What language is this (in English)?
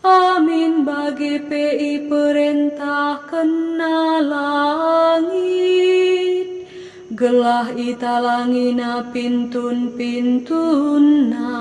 Batak Karo